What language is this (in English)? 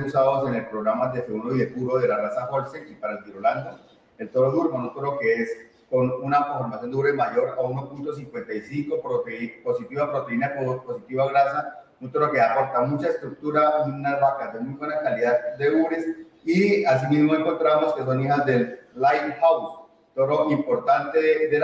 Spanish